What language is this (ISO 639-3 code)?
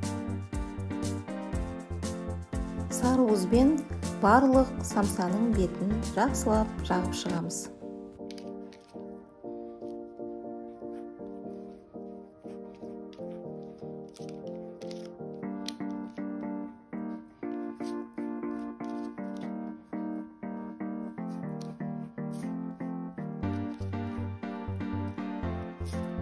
kaz